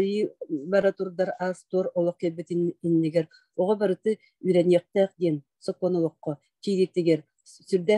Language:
Yakut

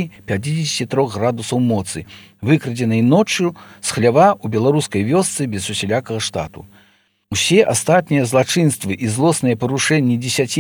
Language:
Belarusian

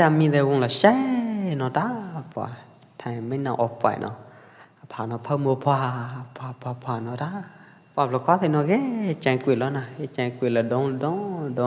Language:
Pwo Eastern Karen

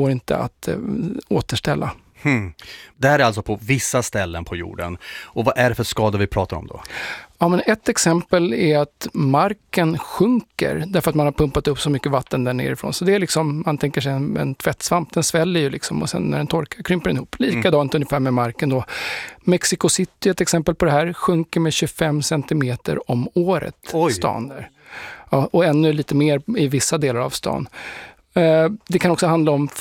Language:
Swedish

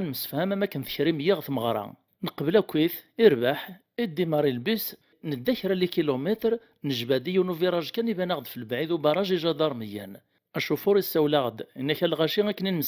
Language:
Kabyle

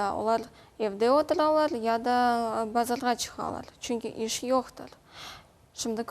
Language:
Crimean Tatar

